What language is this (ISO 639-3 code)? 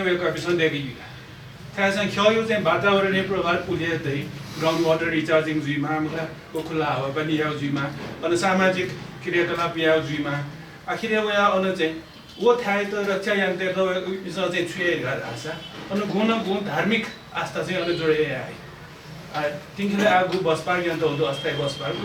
new